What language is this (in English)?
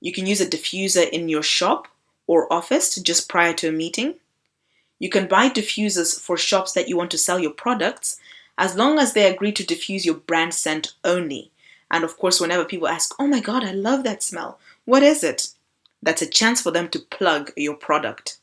English